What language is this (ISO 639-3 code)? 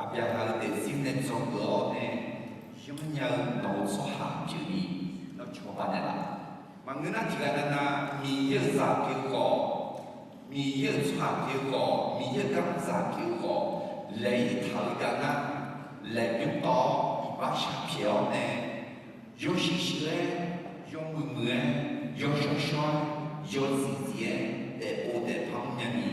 ahk